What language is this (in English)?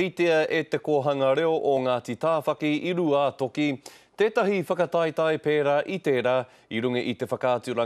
Māori